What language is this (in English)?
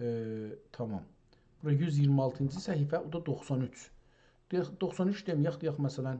South Azerbaijani